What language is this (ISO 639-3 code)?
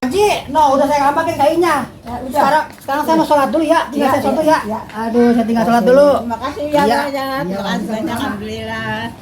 bew